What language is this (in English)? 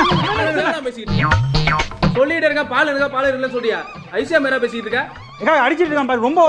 Tamil